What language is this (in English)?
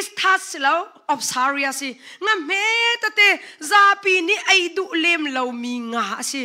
Hakha Chin